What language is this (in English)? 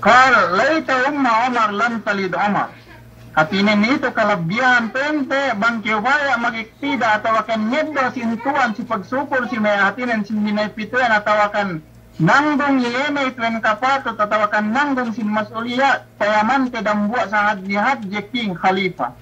Yakan